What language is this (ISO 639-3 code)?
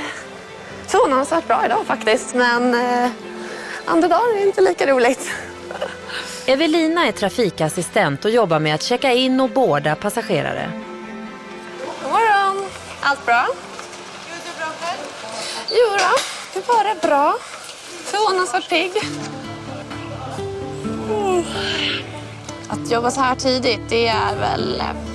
swe